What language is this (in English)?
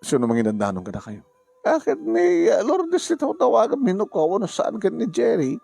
Iloko